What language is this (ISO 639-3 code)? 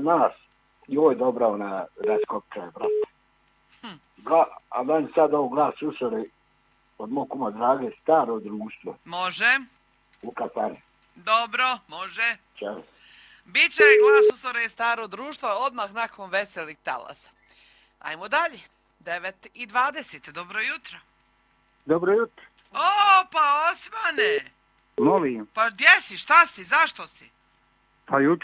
hrv